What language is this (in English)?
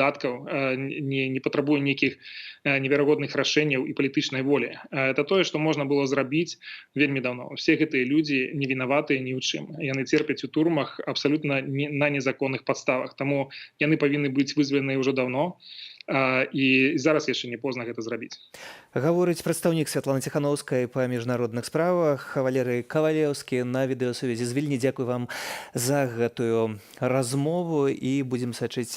Belarusian